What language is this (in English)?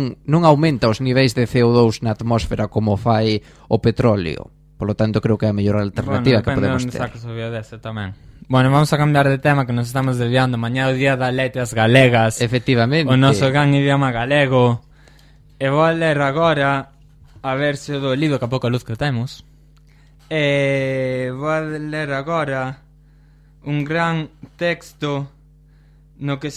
Galician